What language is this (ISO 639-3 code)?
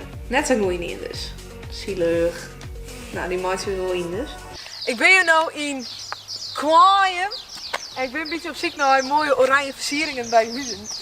fry